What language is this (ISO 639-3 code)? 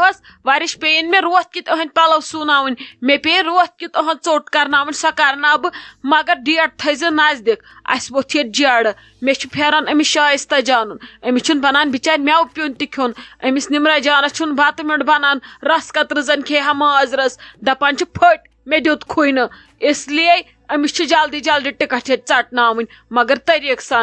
kas